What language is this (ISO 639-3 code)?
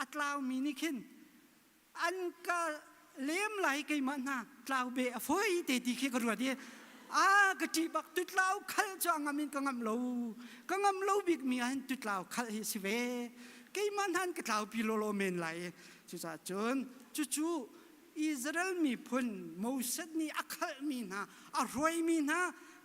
cnh